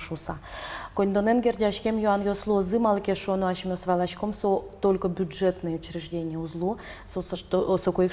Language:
Udmurt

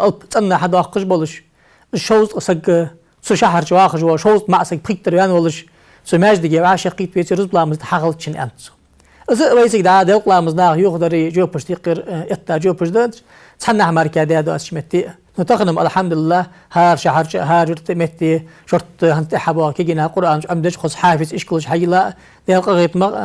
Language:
Ingush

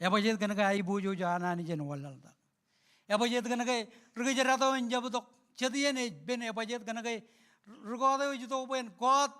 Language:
Marshallese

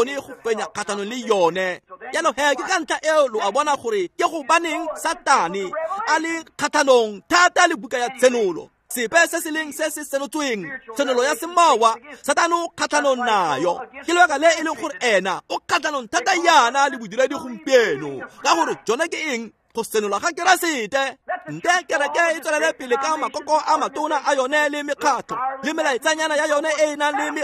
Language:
Tswana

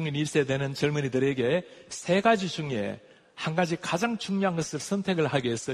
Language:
Korean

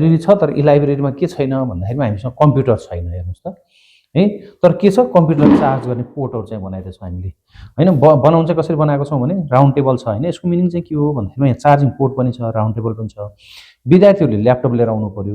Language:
Nepali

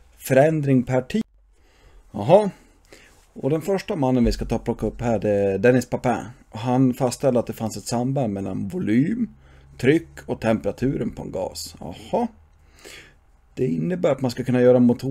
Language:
Swedish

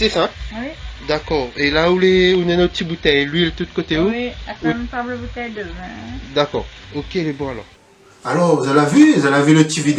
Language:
Réunion Creole French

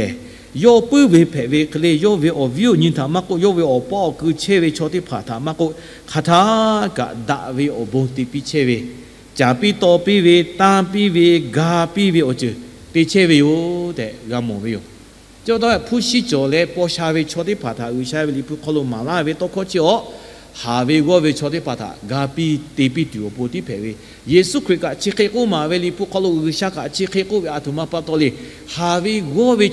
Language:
Lahu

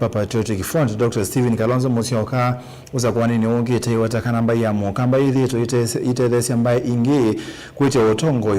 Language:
Kamba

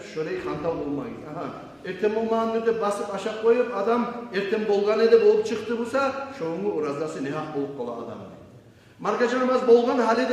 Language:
Kumyk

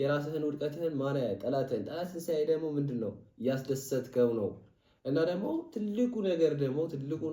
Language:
Amharic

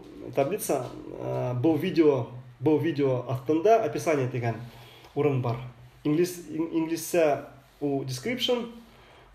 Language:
Bashkir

